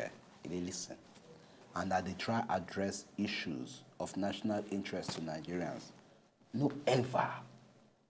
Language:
Nigerian Pidgin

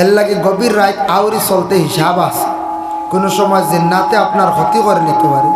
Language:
Sylheti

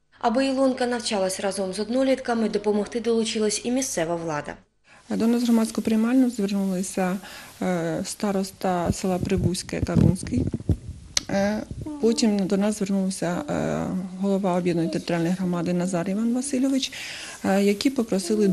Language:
Ukrainian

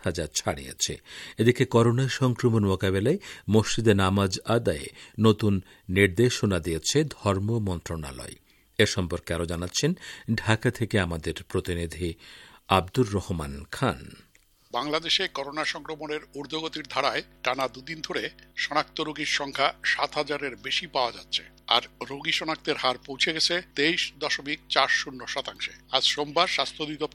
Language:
Bangla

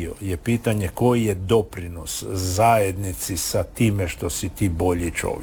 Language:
Croatian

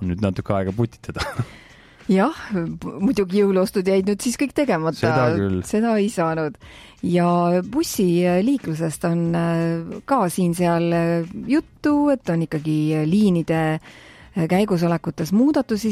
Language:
Estonian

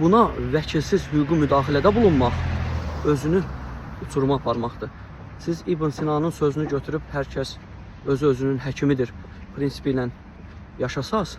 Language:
Azerbaijani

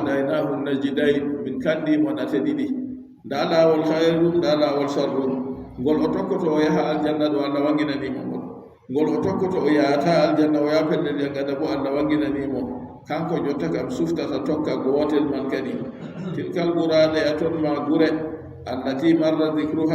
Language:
Adamawa Fulfulde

